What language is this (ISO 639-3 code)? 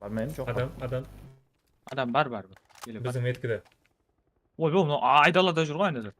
kaa